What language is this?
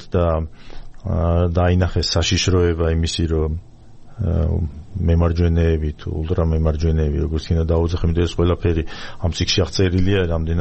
Georgian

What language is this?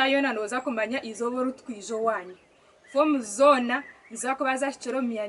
Nyankole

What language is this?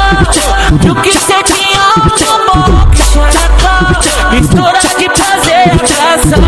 Portuguese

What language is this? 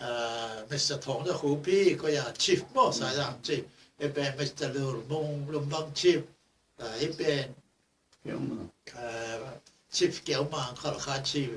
Tedim Chin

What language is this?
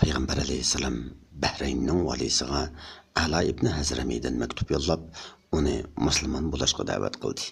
Uyghur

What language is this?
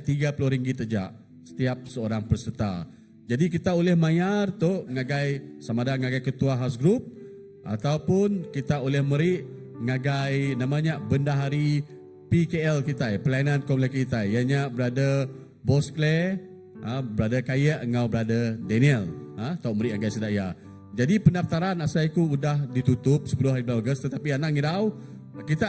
Iban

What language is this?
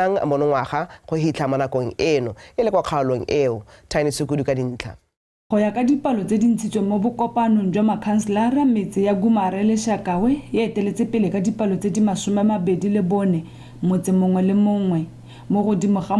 Tswana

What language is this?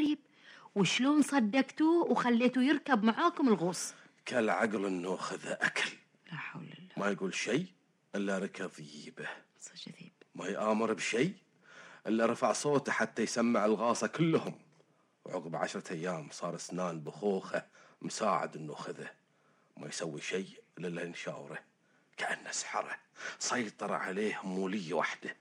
Gulf Arabic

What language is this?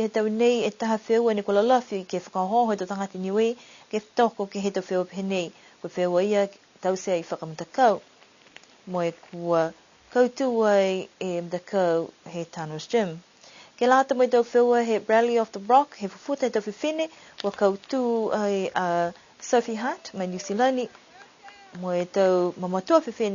Niuean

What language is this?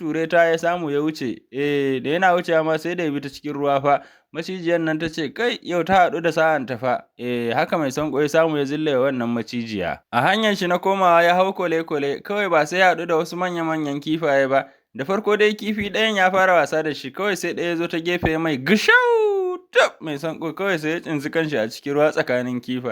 Hausa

